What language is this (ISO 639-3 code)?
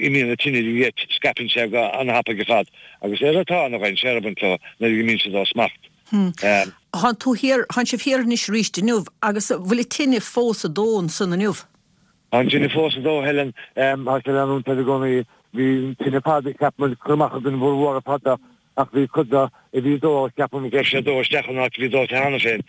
gle